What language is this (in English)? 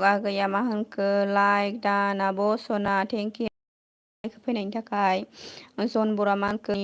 Bodo